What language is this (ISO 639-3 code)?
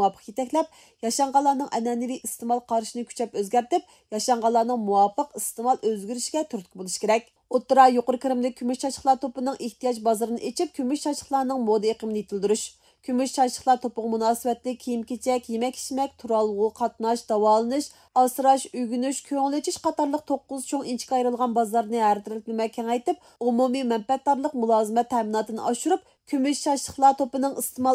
uig